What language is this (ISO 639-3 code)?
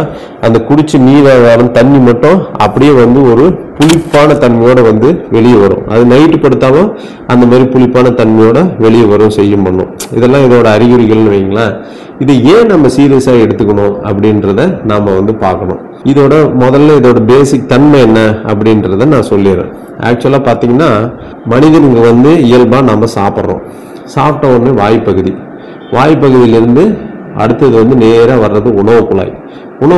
tam